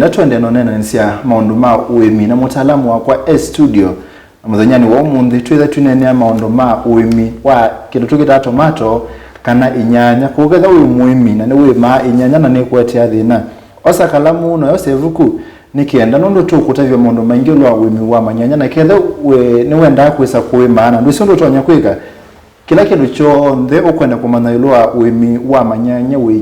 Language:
Kamba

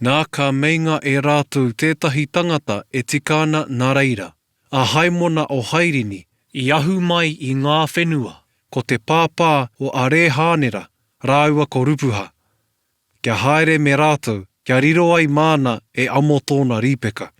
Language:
Māori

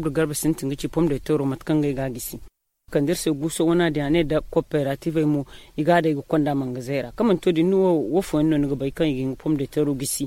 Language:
Zarma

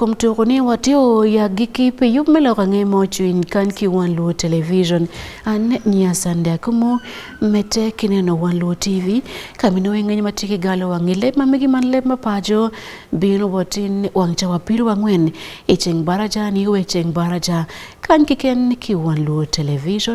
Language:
Acoli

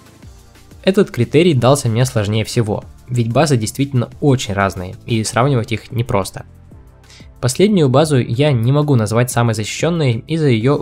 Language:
Russian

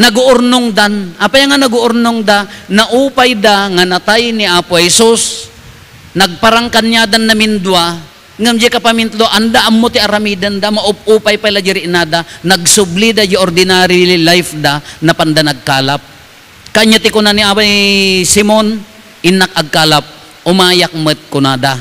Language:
Iloko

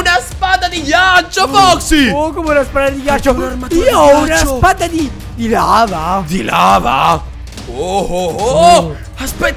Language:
Italian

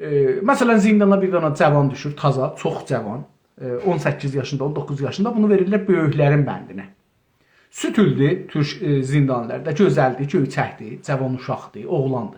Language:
South Azerbaijani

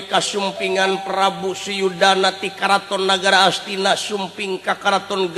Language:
Sundanese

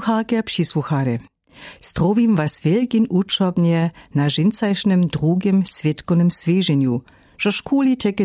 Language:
Lower Sorbian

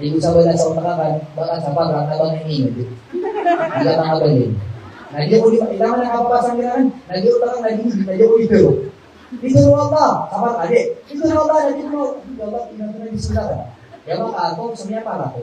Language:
Maranao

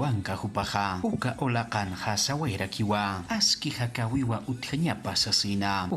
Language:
Aymara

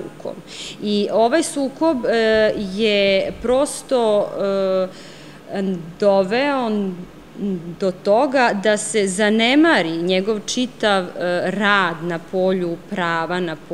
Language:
Serbian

